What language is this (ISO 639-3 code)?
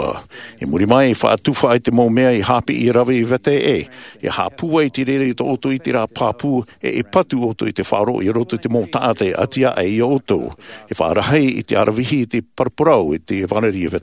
tah